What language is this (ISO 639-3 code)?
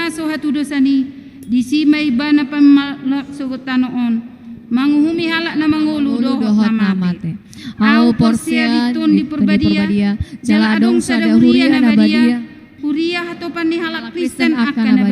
bbc